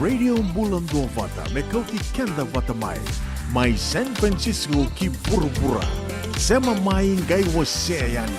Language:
Fijian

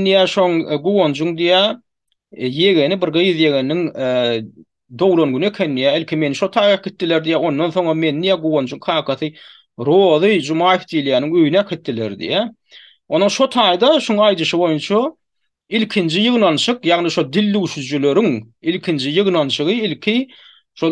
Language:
Turkmen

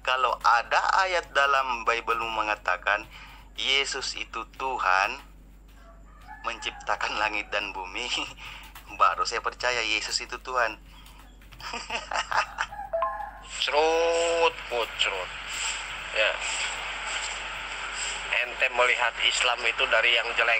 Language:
Indonesian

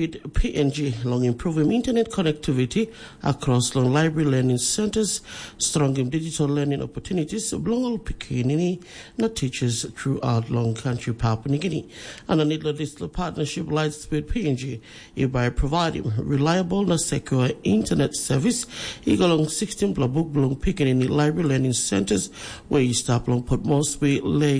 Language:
Tok Pisin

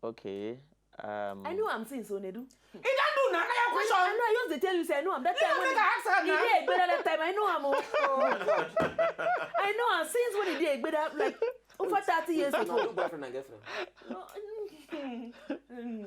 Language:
Nigerian Pidgin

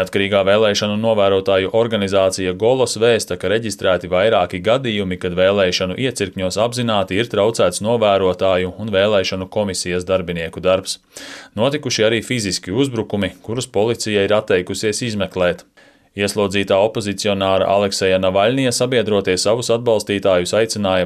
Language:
Latvian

